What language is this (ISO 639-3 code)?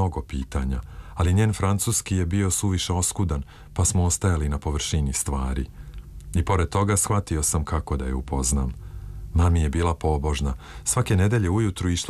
srp